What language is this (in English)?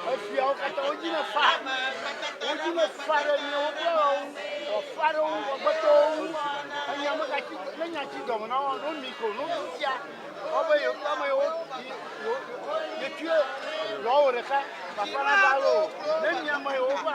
Ewe